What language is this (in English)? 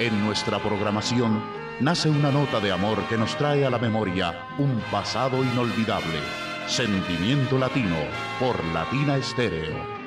Spanish